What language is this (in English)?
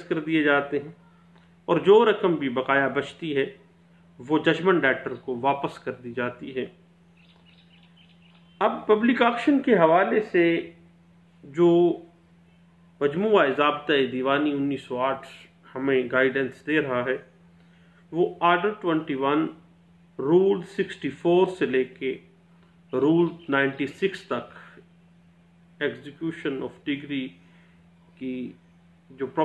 Urdu